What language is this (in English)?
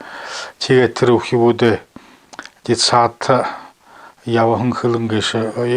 Buriat